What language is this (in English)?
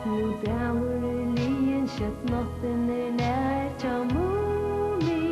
Faroese